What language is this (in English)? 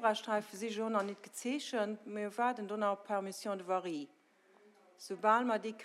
Luxembourgish